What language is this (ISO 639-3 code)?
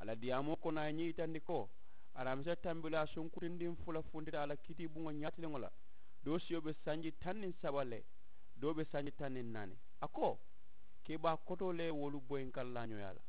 man